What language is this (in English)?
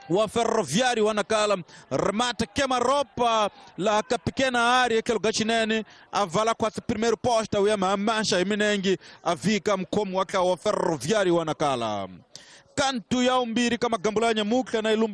Tsonga